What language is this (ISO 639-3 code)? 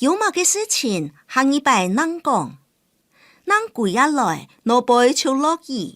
hak